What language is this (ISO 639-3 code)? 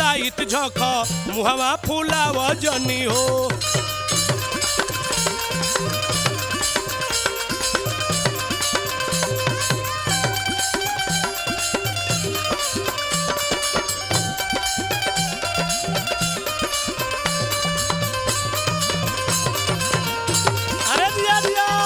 bho